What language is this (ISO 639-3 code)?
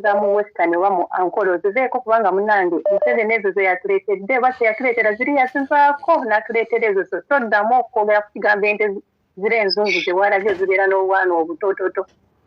lug